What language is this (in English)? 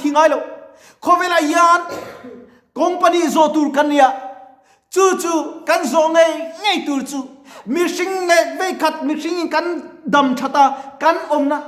Mizo